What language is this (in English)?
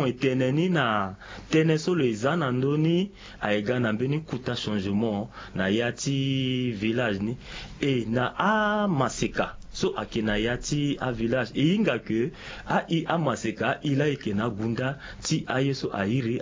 Sango